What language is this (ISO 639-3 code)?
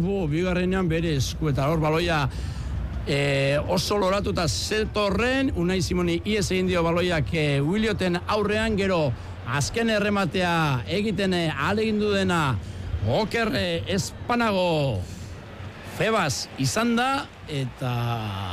eus